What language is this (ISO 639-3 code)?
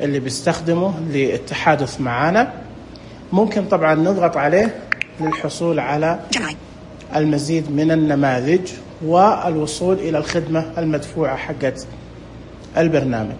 ars